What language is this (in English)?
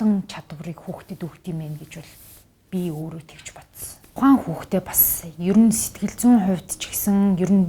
Mongolian